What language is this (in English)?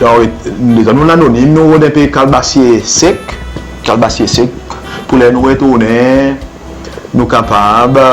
Seselwa Creole French